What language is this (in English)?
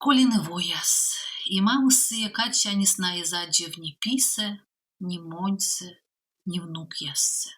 Komi